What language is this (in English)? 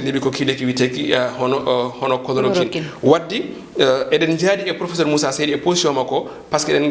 Fula